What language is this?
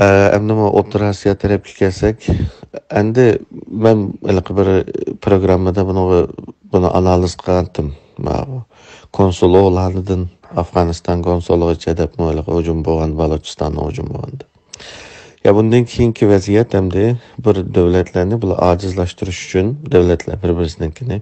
Uyghur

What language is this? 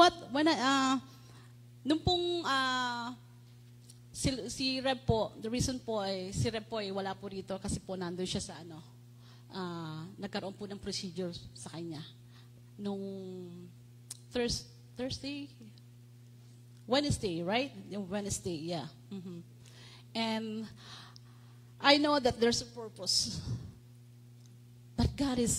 Filipino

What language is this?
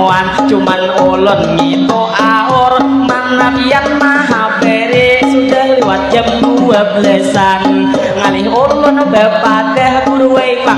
Banjar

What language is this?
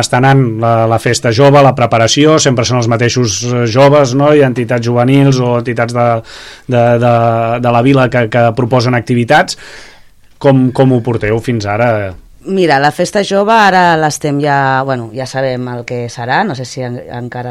Catalan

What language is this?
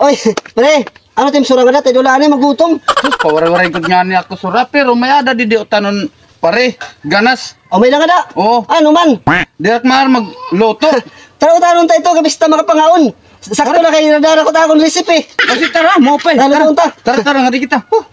Waray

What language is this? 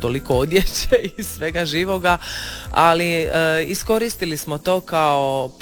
Croatian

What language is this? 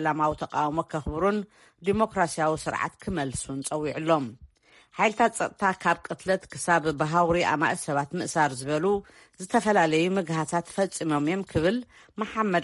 Tigrinya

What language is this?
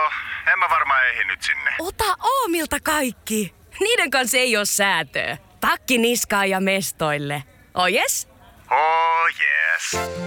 Finnish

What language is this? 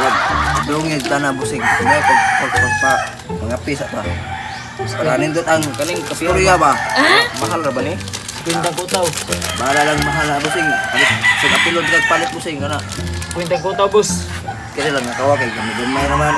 Cebuano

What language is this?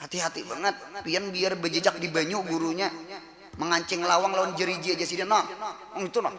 Banjar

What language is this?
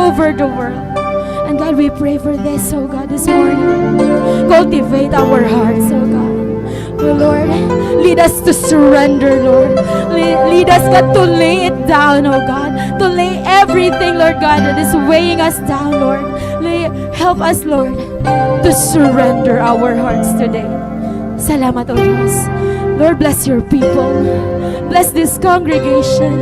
Waray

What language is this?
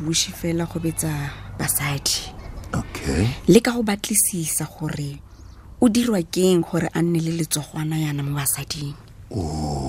Tswana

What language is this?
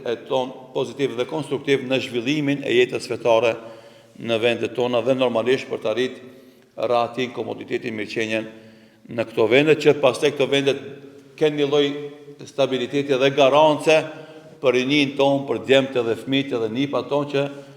Albanian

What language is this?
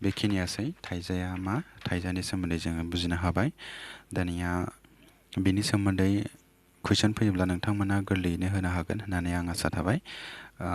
Bodo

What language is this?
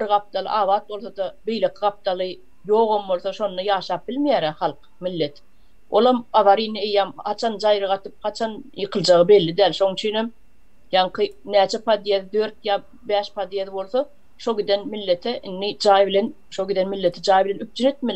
Turkmen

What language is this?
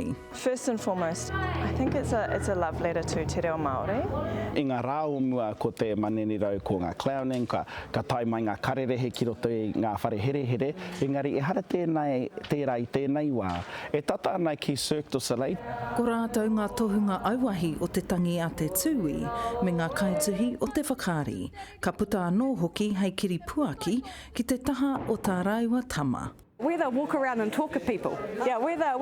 Māori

